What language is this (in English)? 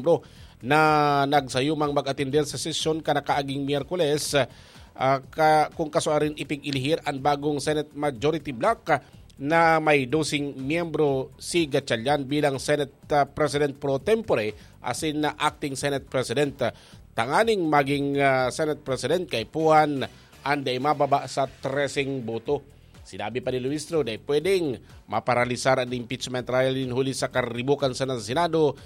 Bikol